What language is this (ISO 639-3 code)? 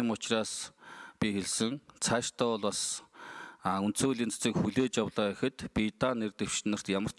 mon